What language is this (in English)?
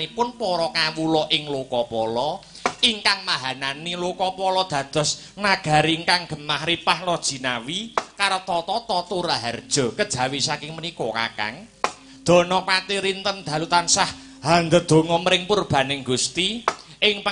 Javanese